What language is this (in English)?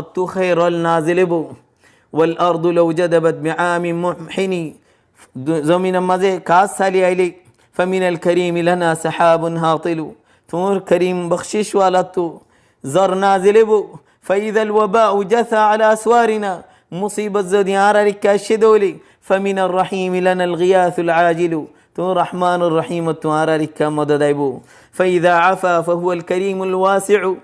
Rohingya